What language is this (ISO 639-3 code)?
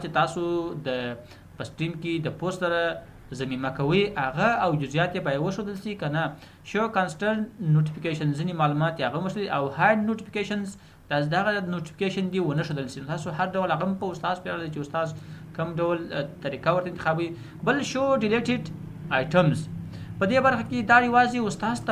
pus